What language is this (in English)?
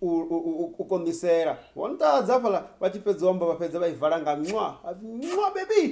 Venda